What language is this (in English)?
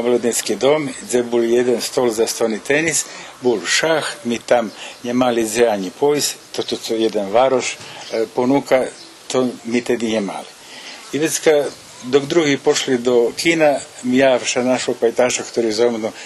Rusyn